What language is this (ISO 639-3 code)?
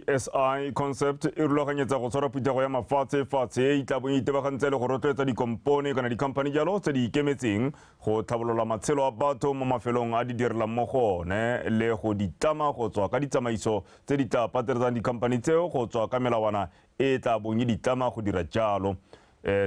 tsn